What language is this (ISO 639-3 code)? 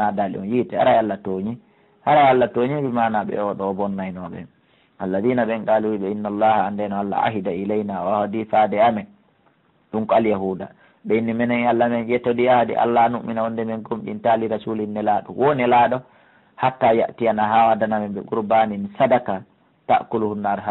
ful